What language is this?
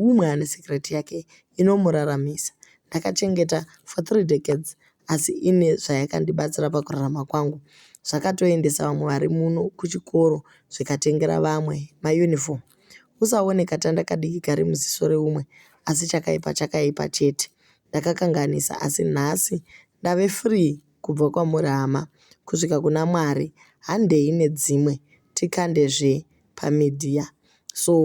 Shona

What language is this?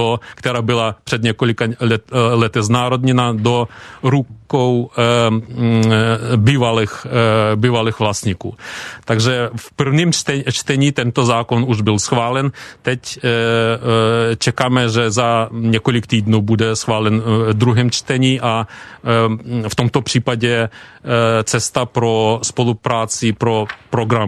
Czech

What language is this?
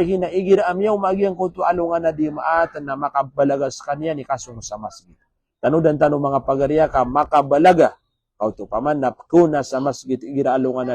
Maranao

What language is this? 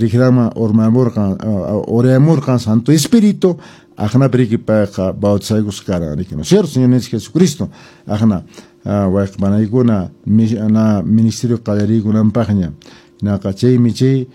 Quechua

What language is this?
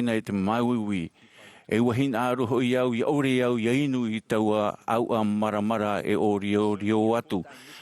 Tahitian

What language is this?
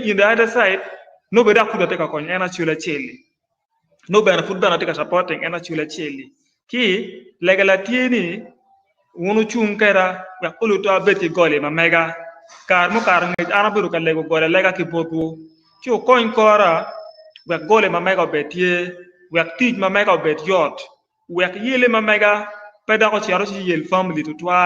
Acoli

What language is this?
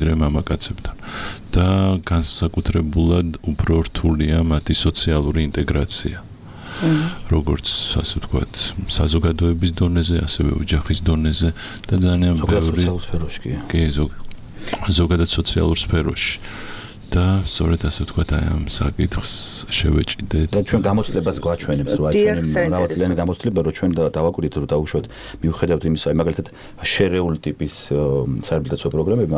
Georgian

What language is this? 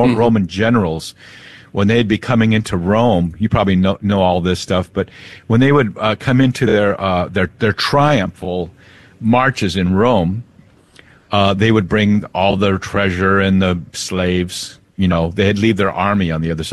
English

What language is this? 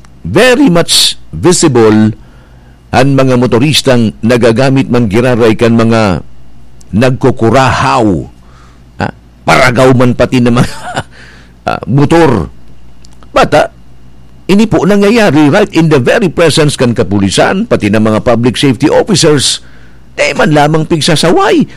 Bikol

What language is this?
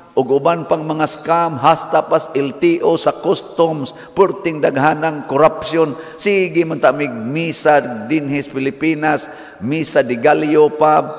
Cebuano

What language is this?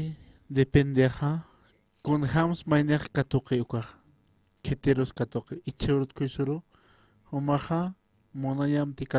Aymara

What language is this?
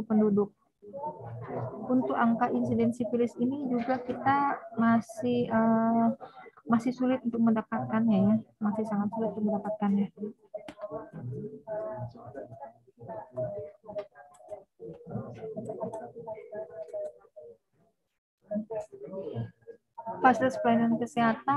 Indonesian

